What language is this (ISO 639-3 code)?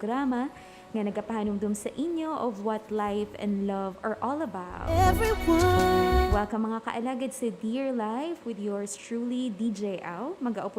hil